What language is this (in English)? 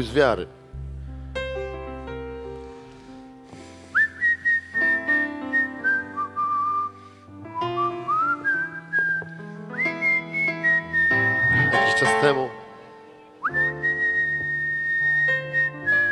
Polish